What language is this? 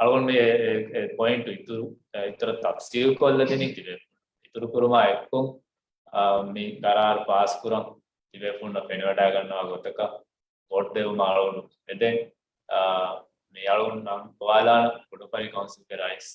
Divehi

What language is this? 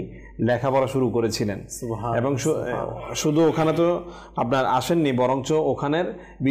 Bangla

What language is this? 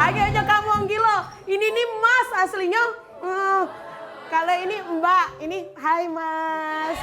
Musi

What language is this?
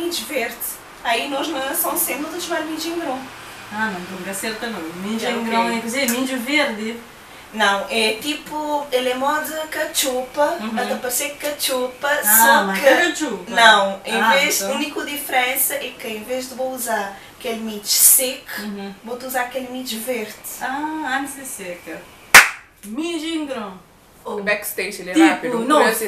Kabuverdianu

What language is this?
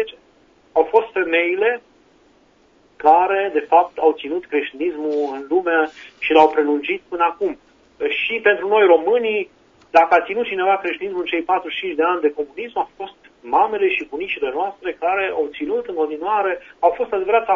Romanian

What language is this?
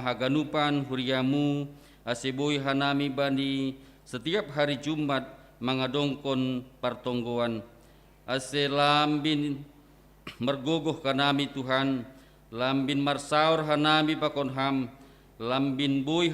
Batak Simalungun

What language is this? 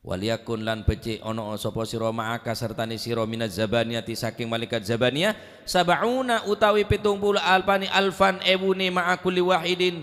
Madurese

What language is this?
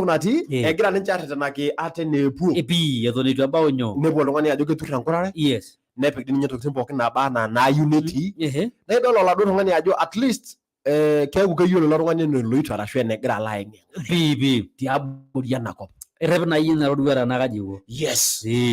Masai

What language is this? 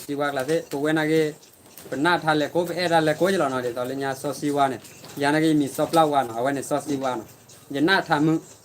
S'gaw Karen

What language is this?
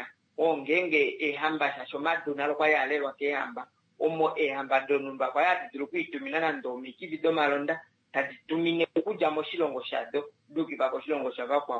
Kuanyama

